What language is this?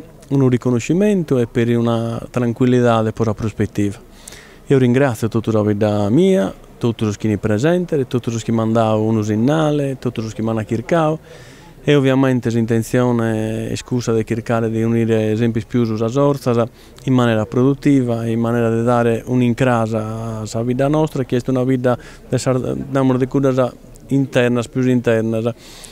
Sardinian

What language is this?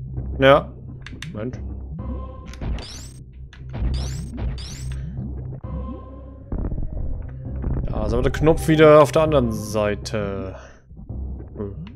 German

